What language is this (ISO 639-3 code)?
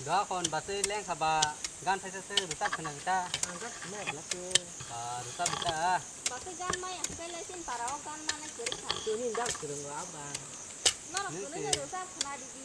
trp